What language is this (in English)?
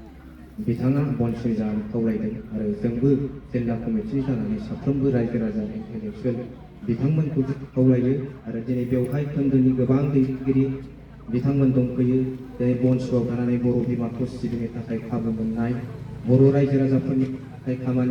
Bodo